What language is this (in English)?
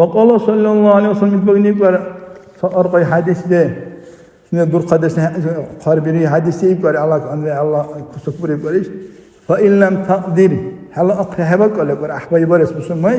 Dargwa